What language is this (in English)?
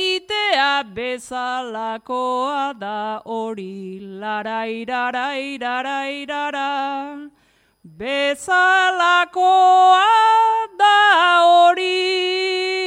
Basque